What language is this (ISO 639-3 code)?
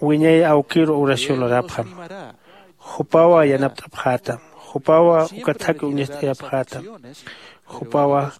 aym